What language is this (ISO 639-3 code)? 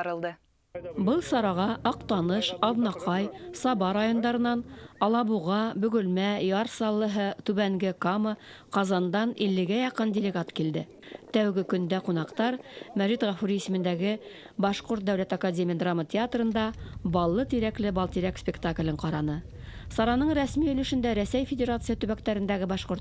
bak